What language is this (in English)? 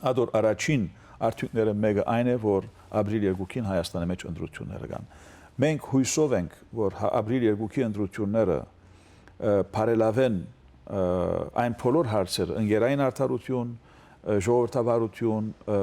Western Armenian